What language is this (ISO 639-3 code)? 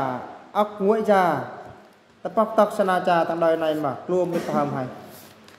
bru